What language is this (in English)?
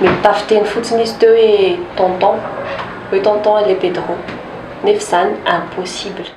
Malagasy